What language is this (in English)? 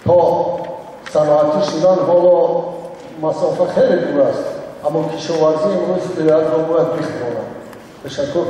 Tajik